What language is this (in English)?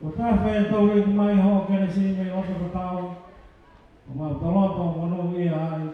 Tongan